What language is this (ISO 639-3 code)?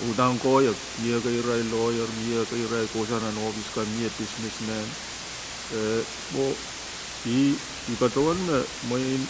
pon